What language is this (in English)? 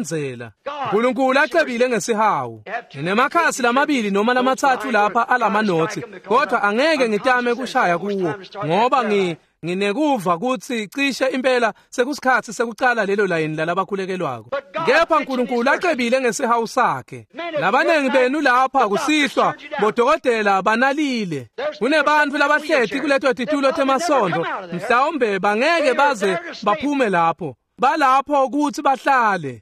Swati